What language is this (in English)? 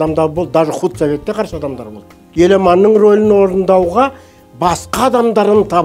Kazakh